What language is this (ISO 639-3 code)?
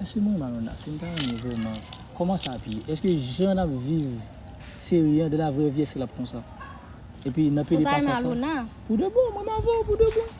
hat